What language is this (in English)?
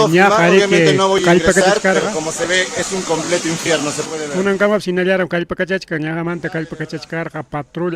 Ayacucho Quechua